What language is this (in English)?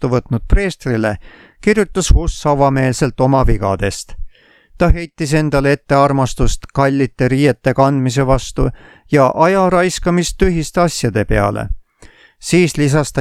Estonian